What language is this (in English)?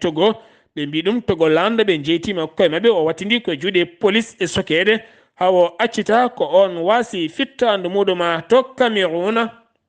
Fula